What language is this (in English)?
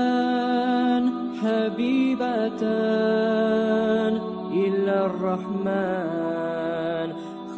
Kumyk